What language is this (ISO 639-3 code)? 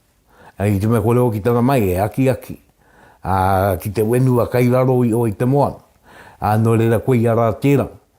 mri